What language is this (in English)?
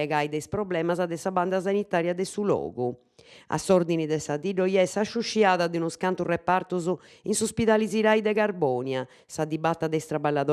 Sardinian